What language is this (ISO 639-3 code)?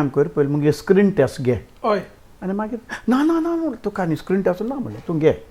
kok